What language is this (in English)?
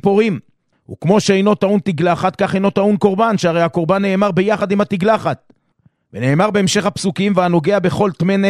Hebrew